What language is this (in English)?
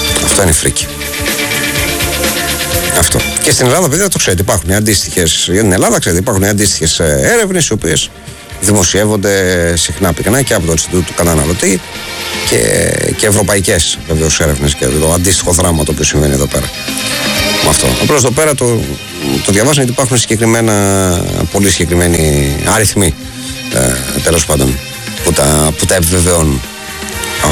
Greek